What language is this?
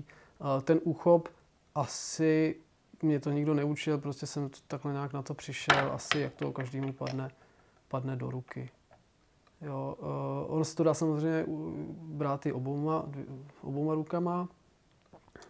Czech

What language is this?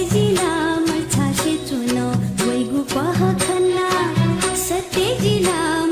Newari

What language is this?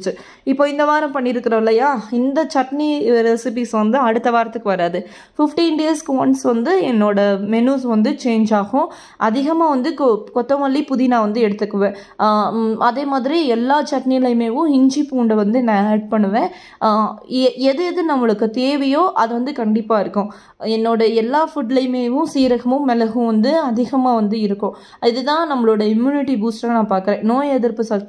Tamil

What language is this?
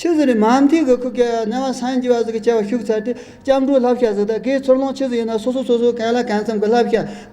Tibetan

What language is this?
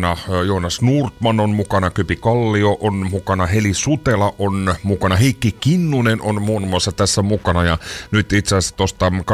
Finnish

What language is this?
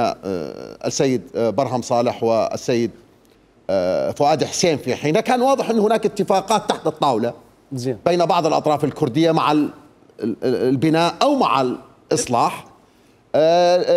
Mesopotamian Arabic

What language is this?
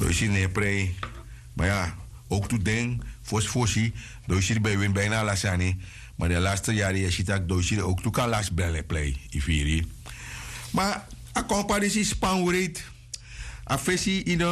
Sranan Tongo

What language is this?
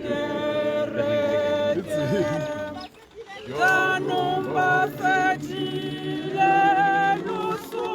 Tswana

